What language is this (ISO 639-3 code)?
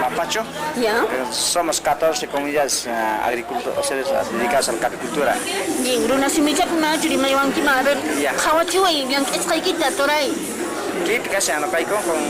que